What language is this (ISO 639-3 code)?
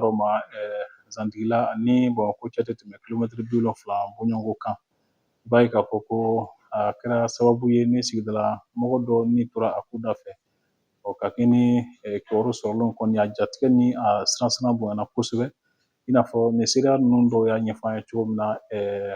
bam